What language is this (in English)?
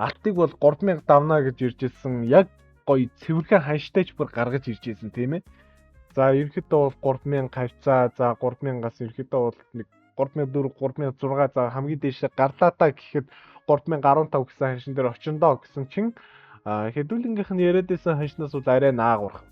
Mongolian